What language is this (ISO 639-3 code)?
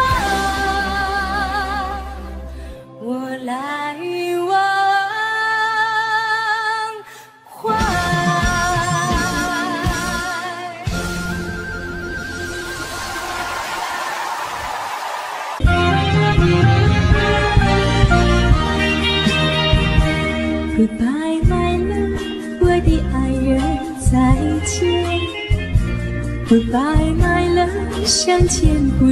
zho